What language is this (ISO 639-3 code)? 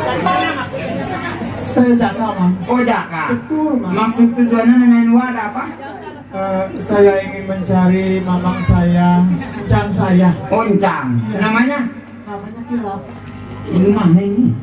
bew